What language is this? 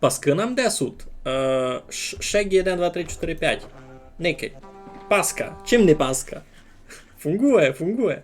Rusyn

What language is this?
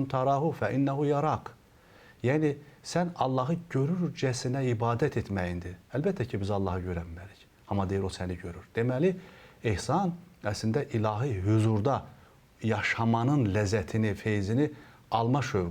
Azerbaijani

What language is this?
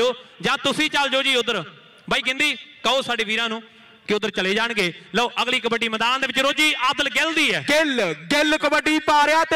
Punjabi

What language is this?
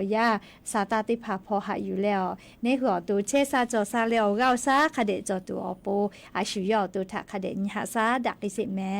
Lahu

